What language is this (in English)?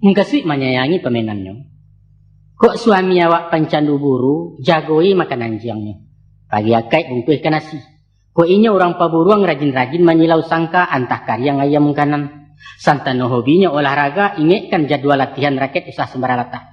Minangkabau